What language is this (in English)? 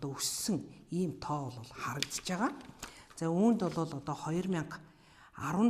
Mongolian